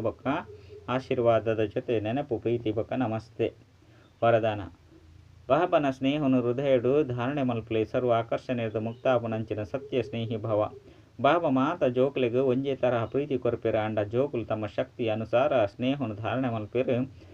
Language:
Tulu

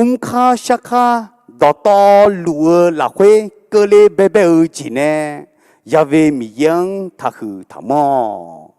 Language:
Akha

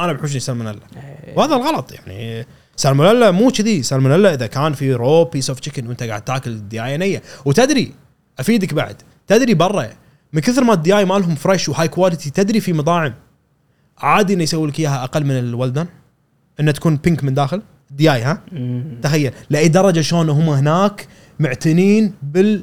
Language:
Gulf Arabic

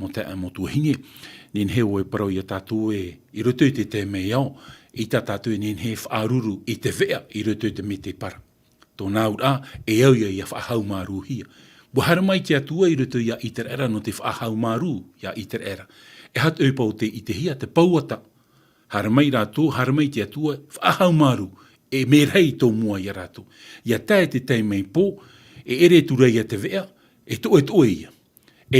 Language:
Tahitian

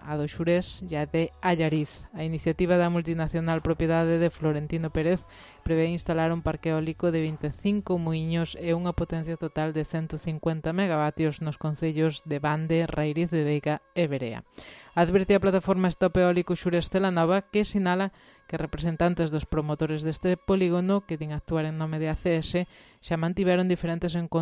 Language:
Galician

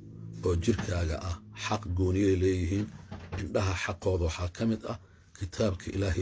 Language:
Somali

